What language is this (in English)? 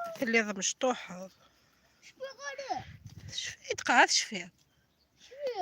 Kabyle